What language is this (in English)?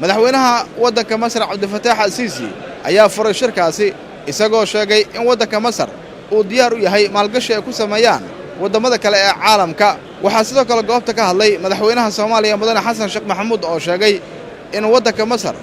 Somali